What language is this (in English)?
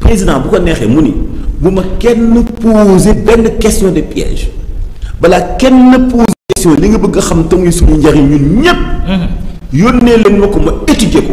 Wolof